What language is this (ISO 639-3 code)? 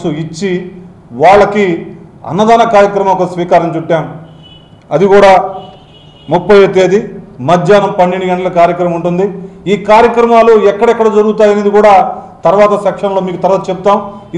tel